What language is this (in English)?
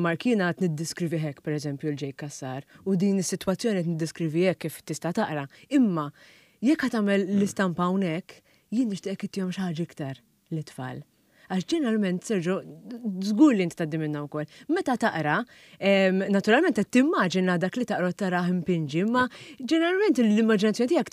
Maltese